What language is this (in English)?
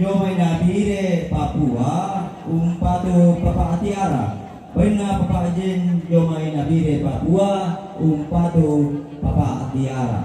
Toraja-Sa'dan